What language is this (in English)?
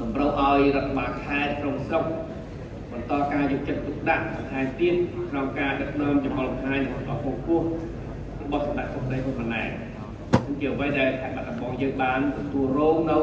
Khmer